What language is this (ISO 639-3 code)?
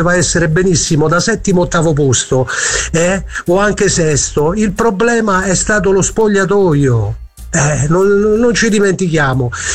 ita